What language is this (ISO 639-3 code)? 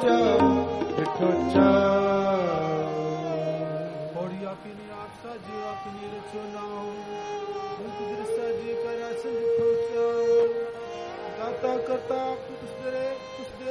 pan